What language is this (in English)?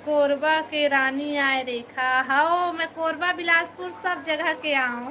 Chhattisgarhi